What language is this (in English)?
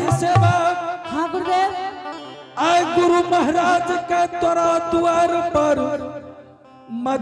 Angika